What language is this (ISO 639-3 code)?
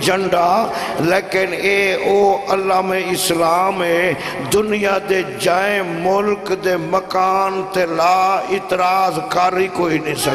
skr